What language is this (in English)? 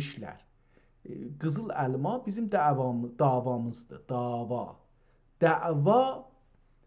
South Azerbaijani